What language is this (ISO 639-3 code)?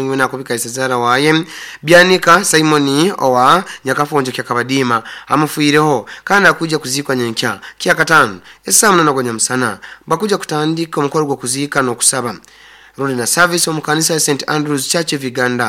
nyo